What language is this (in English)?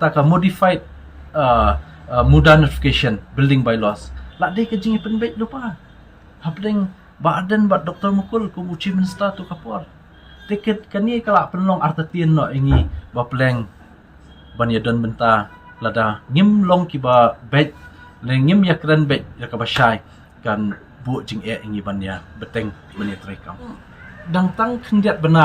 Khasi